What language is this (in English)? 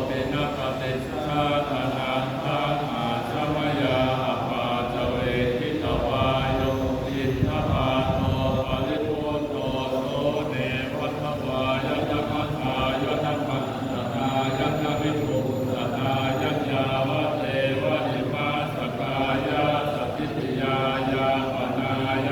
Pali